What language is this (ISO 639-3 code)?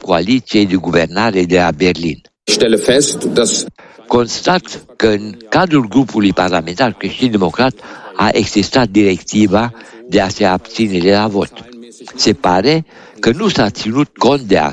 ron